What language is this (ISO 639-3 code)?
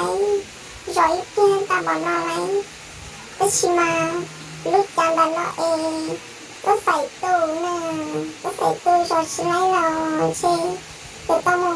hmn